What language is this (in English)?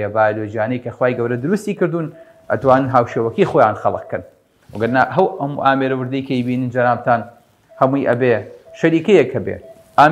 Central Kurdish